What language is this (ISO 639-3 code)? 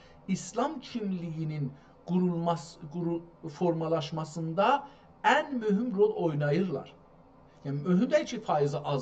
azb